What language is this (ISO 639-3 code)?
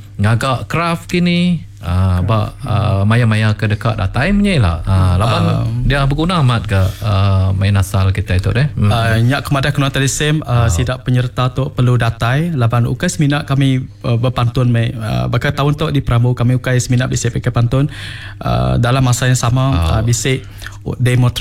iba